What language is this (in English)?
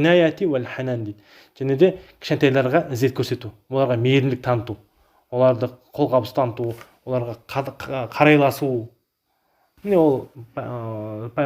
Kazakh